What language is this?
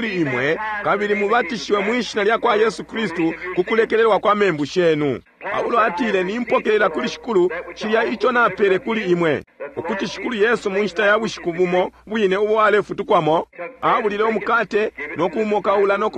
Bemba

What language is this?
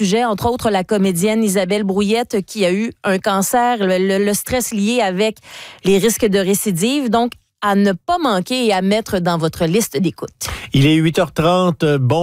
French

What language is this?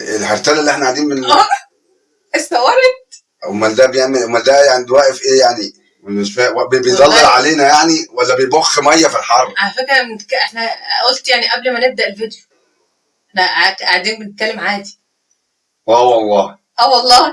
Egyptian Arabic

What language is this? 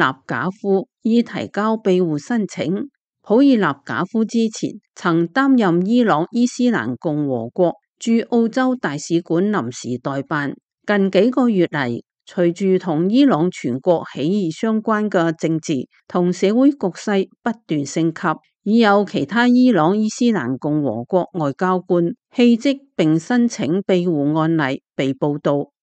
Cantonese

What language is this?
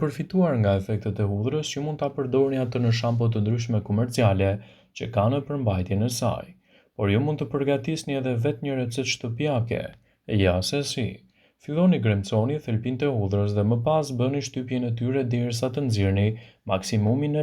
Albanian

